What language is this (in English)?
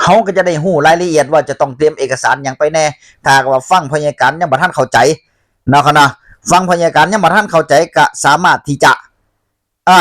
Northeastern Thai